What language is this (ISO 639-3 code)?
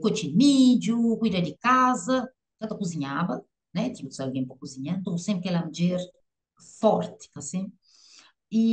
kea